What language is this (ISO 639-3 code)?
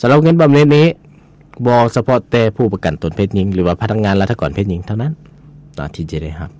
lao